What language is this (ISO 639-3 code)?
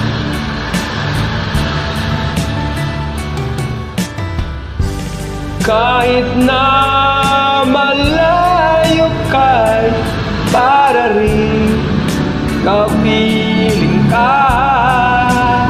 fil